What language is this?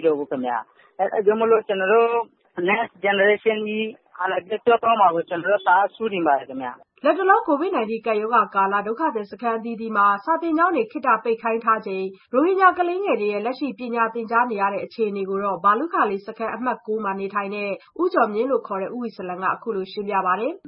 Burmese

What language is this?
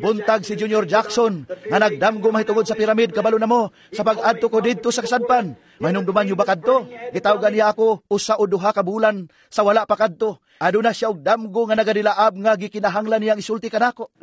Cebuano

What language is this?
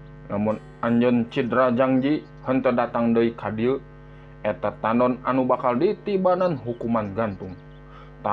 Sundanese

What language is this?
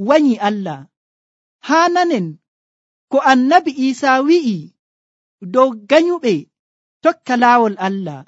Nigerian Fulfulde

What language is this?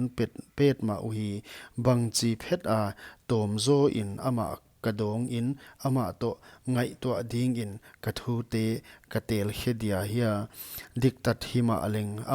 Paite Chin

